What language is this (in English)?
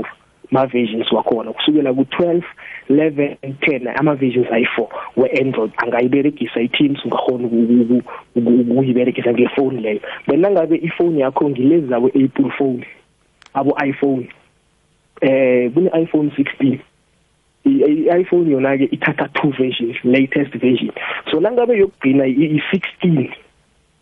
South Ndebele